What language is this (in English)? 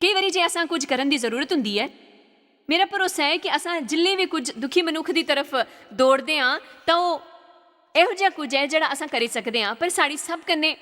Dogri